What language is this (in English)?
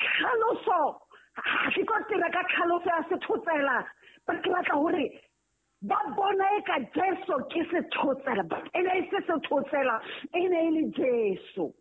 Southern Sotho